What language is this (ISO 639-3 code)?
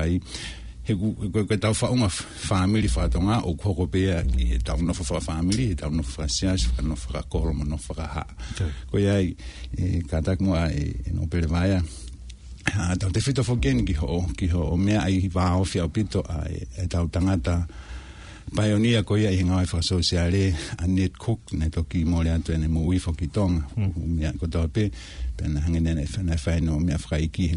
ton